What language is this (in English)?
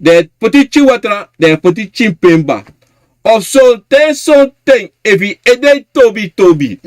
Sranan Tongo